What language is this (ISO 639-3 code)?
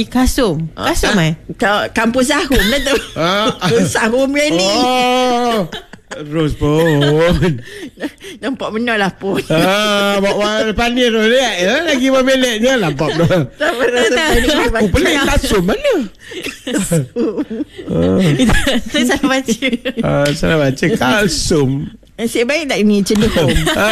msa